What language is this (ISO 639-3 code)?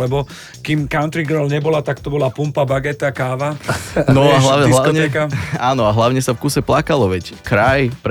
slk